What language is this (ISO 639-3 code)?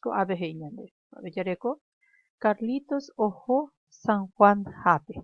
grn